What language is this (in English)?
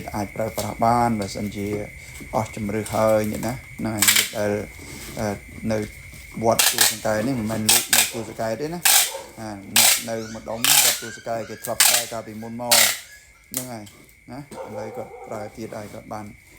Khmer